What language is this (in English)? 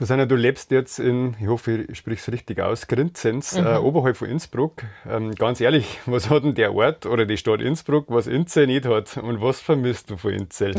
Bavarian